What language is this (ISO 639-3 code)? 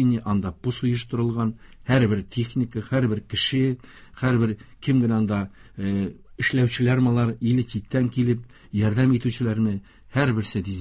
tat